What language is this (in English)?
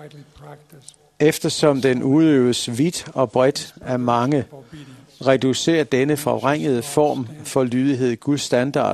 Danish